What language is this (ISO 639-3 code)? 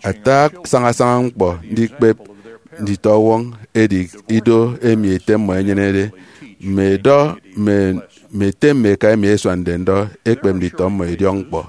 efi